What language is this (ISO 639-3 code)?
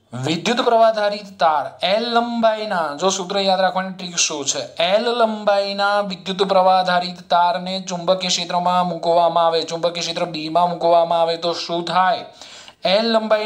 guj